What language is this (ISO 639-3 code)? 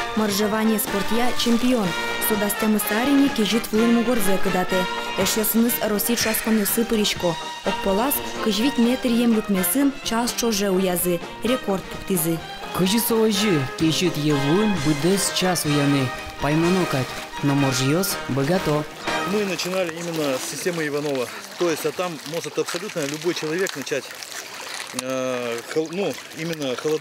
udm